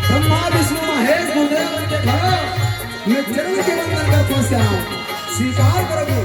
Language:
Chhattisgarhi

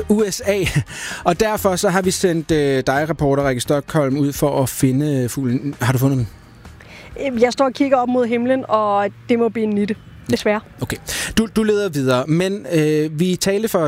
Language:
Danish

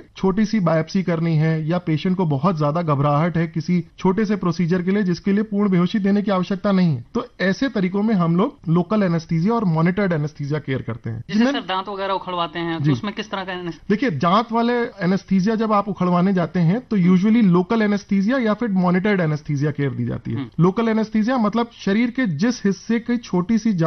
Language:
Hindi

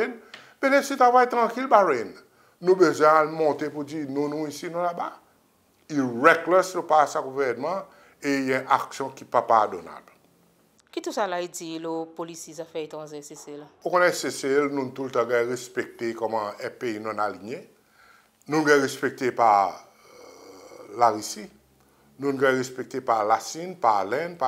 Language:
Seselwa Creole French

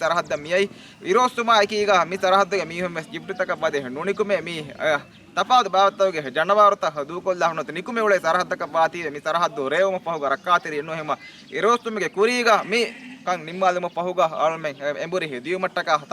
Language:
Divehi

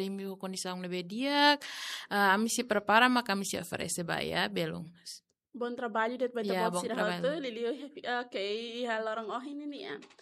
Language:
Tetum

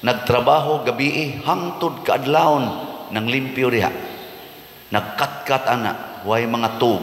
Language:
Cebuano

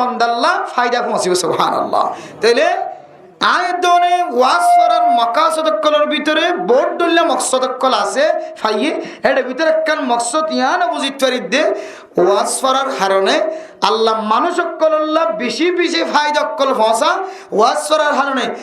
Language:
Rohingya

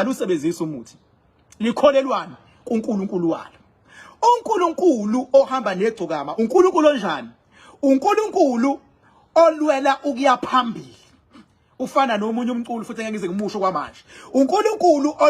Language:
Zulu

